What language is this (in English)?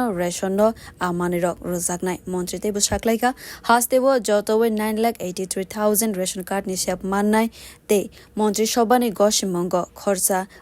Kok Borok